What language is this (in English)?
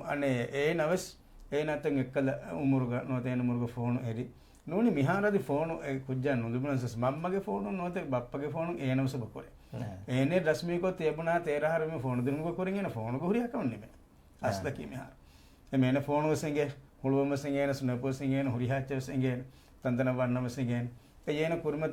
Divehi